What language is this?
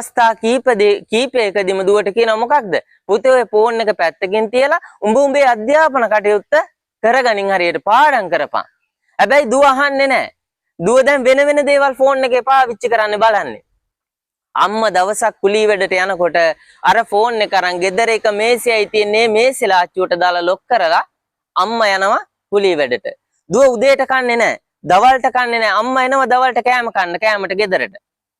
Sinhala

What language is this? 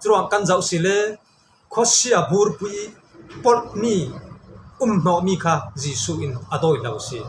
Falam Chin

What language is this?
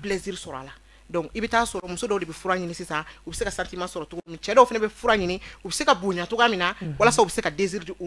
Bambara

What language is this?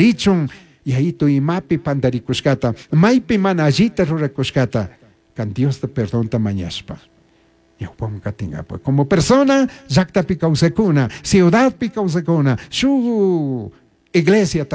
Chimborazo Highland Quichua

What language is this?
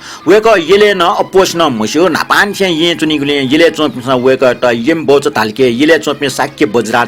Newari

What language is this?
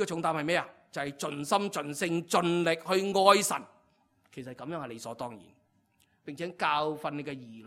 Cantonese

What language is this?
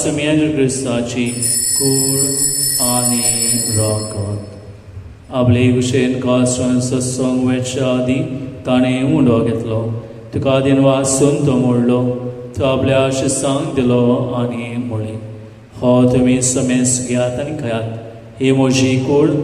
Konkani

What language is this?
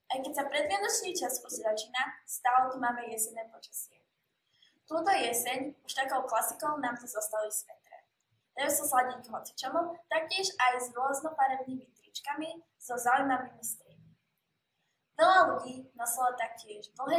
Slovak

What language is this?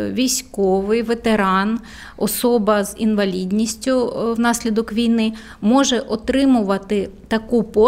Ukrainian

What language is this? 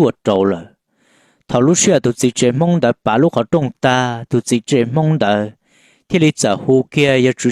Hmong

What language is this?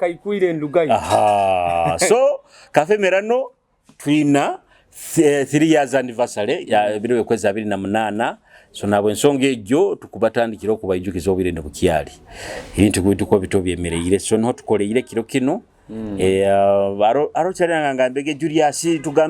Nyoro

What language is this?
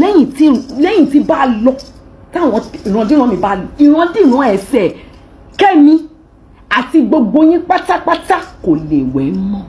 Yoruba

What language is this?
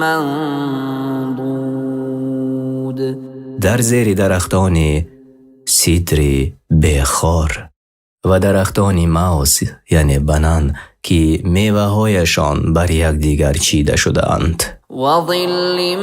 Persian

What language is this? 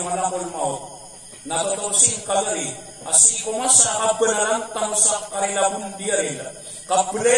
Maranao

